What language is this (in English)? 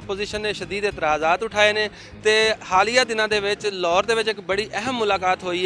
Western Panjabi